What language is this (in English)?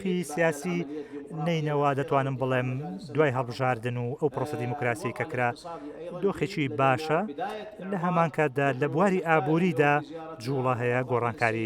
Central Kurdish